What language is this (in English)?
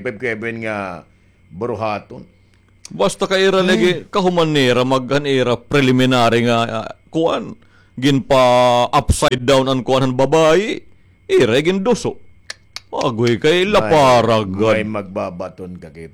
Waray